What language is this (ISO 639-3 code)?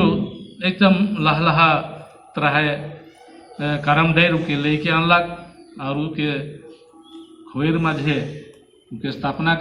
sck